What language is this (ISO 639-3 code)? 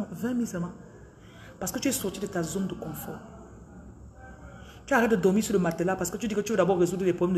fra